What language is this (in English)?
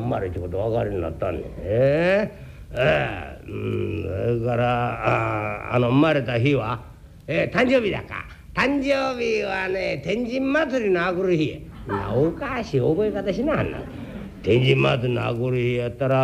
Japanese